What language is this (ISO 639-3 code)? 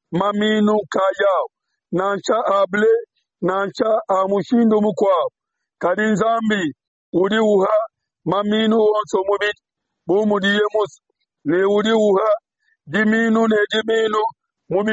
lua